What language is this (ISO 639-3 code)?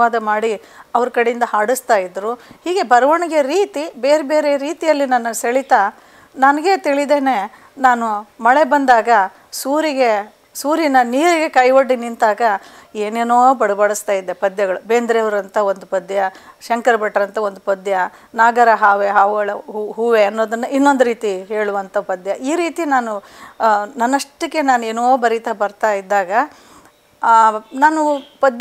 kan